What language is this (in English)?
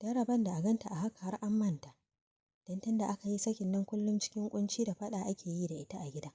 Hausa